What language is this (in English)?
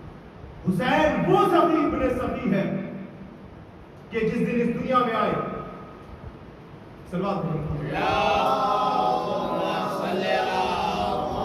Urdu